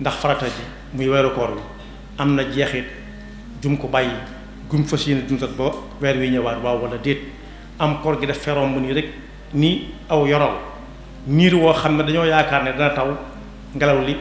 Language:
Wolof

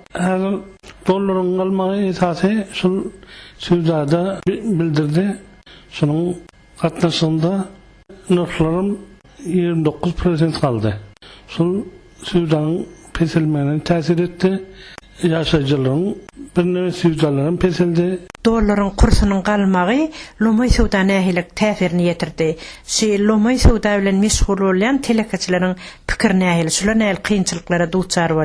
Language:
Turkmen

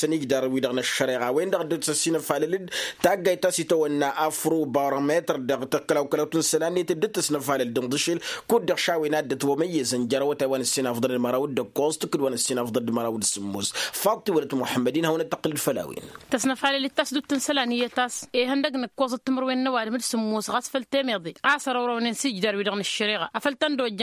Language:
Tamasheq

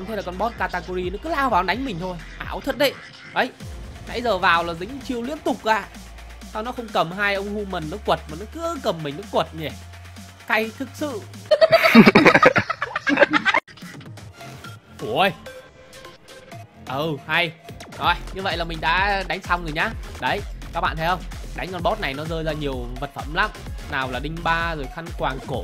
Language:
Vietnamese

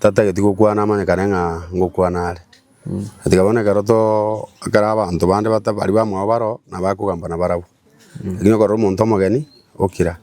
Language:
Gusii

